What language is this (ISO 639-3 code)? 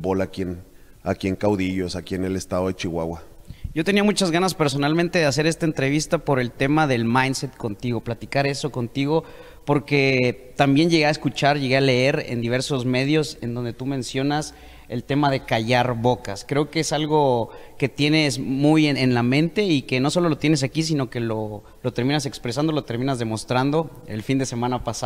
spa